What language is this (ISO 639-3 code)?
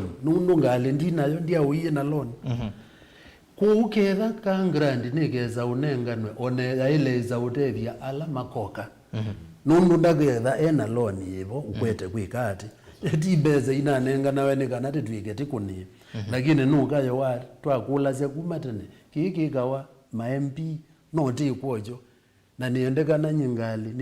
kam